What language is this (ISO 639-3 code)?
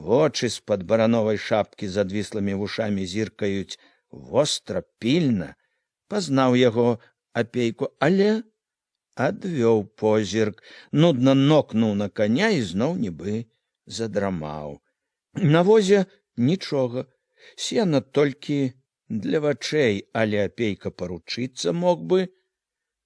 bel